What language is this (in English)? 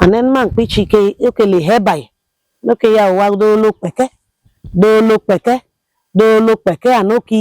Idoma